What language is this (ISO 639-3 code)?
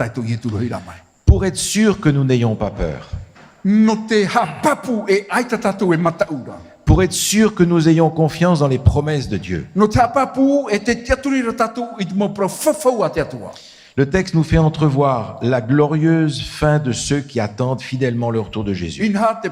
tah